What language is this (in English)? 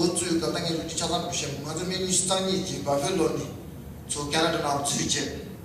Tibetan